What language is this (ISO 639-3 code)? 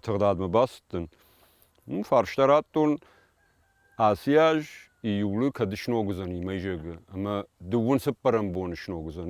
oss